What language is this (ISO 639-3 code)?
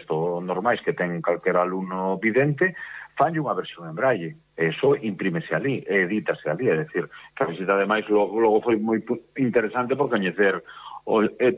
glg